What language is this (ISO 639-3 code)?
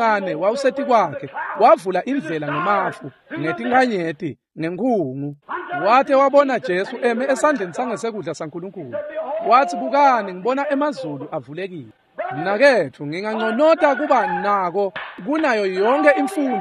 ssw